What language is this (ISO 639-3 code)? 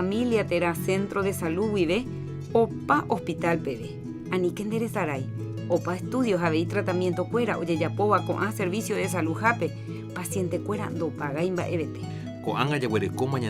grn